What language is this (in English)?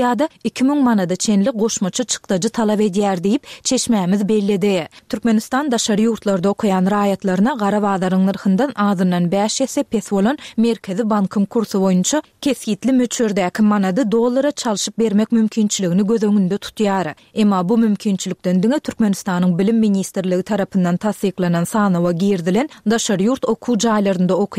Turkmen